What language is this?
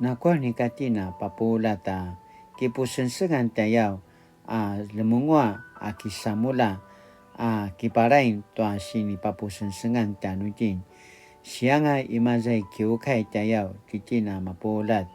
Paiwan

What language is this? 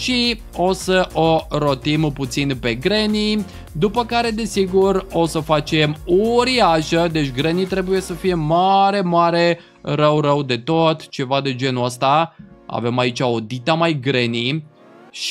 Romanian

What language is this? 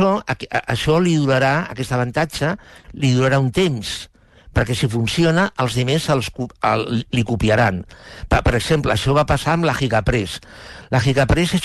Catalan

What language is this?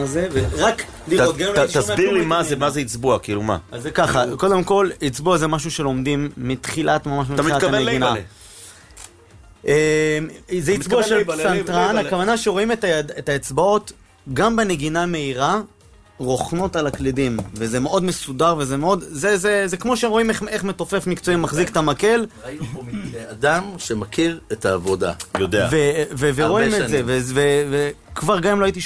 Hebrew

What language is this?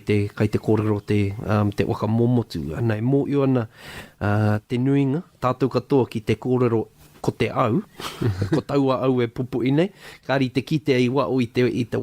Māori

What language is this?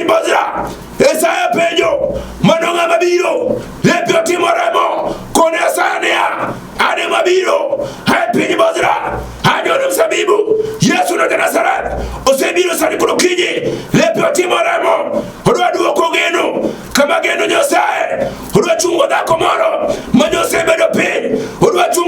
Luo (Kenya and Tanzania)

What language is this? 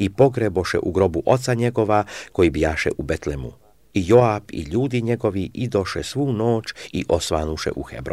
Serbian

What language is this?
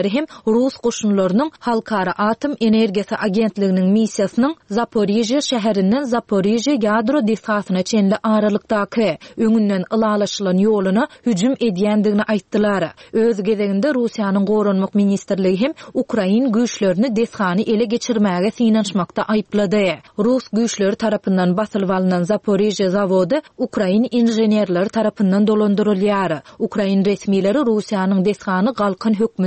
Turkmen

